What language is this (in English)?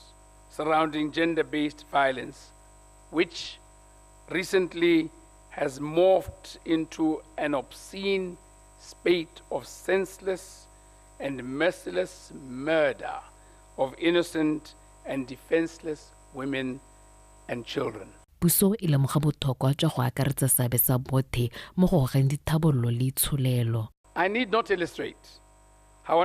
Tswana